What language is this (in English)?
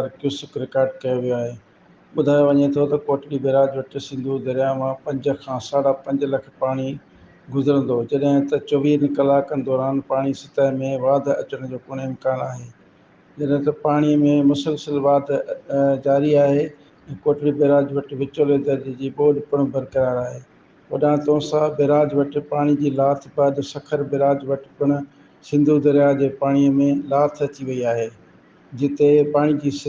Sindhi